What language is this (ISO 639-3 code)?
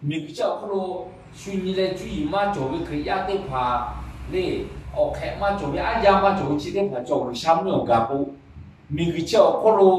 lhu